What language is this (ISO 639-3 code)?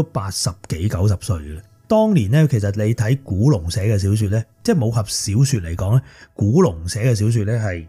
yue